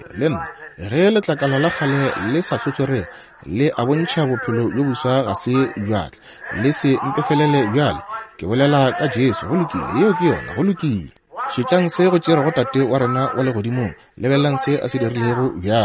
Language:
Northern Sotho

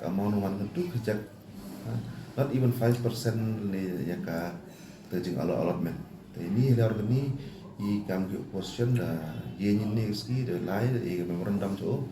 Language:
Khasi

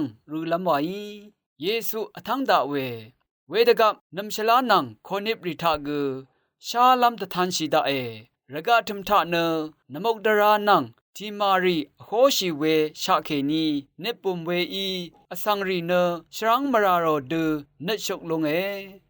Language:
Rawang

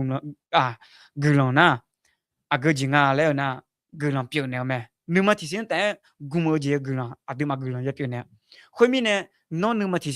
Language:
Akha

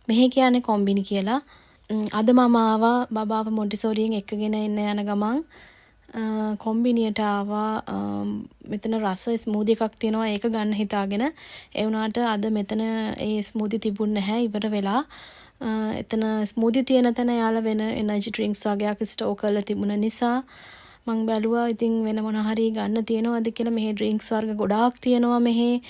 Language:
Sinhala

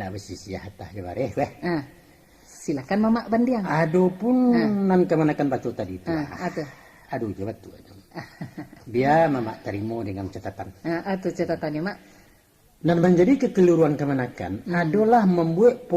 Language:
Minangkabau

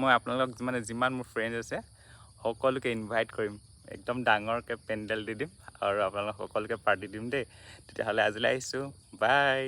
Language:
Assamese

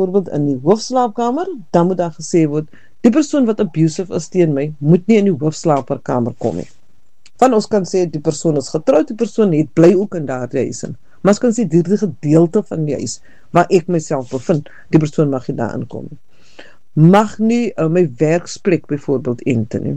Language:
Afrikaans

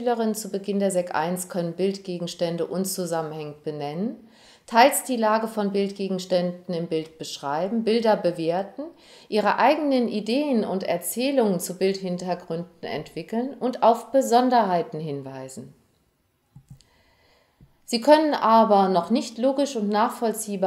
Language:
German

